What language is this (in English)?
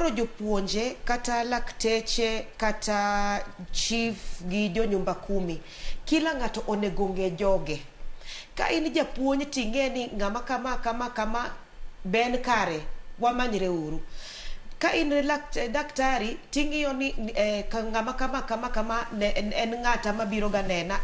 Luo (Kenya and Tanzania)